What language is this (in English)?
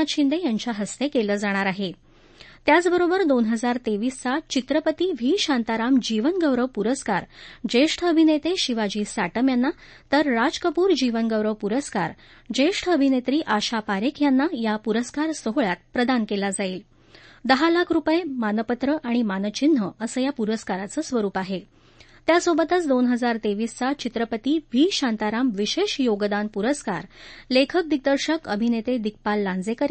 Marathi